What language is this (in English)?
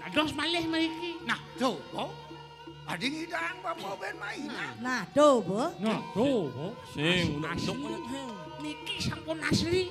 Balinese